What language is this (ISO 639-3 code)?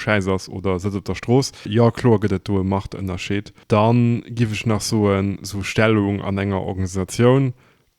ltz